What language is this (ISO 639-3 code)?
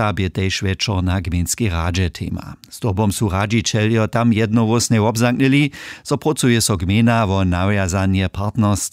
hsb